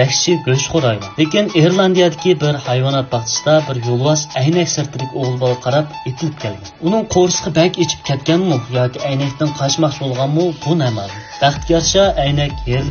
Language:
Uyghur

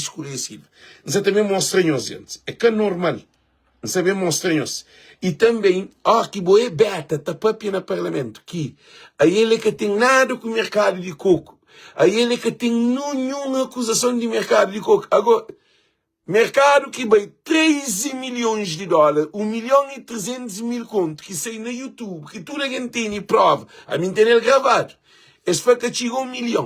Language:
Kabuverdianu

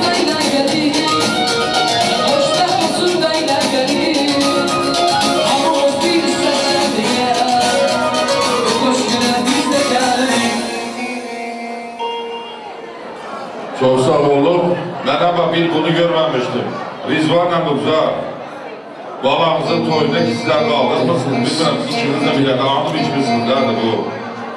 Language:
Azerbaijani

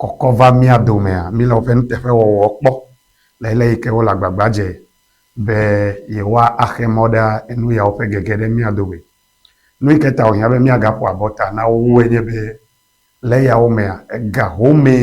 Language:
Ewe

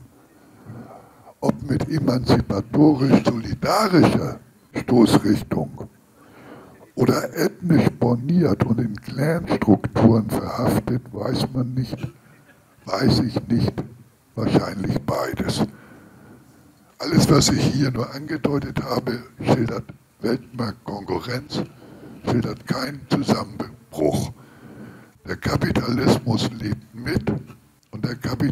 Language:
German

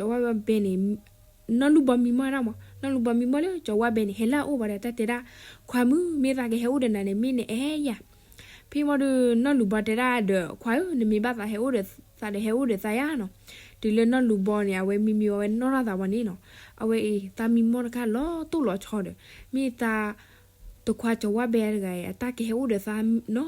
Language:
S'gaw Karen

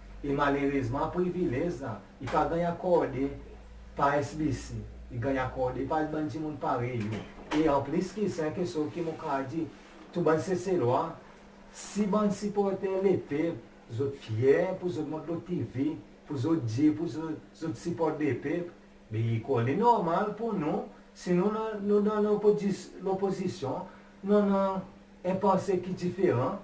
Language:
Seselwa Creole French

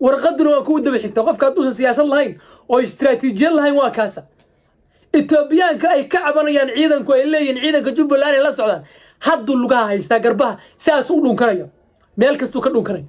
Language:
Somali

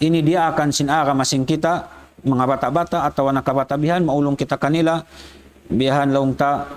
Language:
Tausug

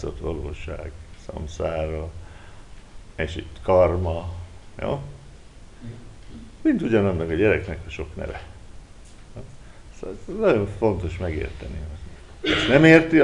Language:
Hungarian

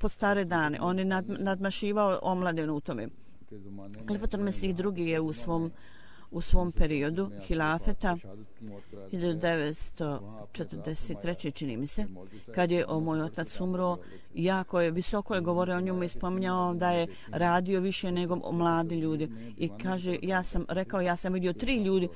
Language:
Bosnian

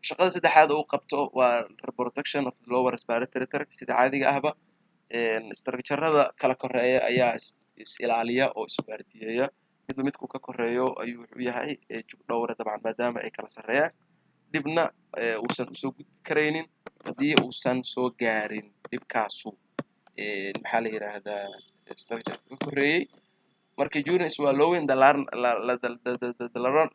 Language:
Somali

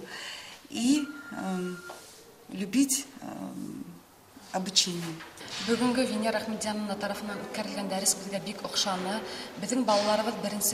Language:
Bashkir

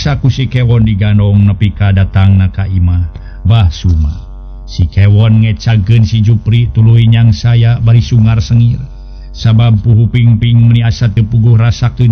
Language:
Sundanese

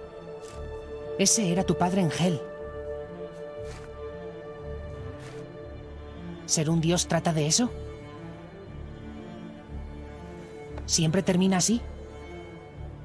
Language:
Spanish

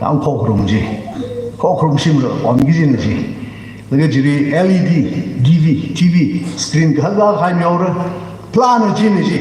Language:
Tangkhul Naga (India)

